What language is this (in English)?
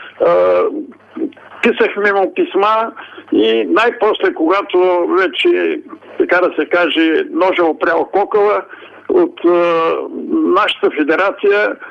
Bulgarian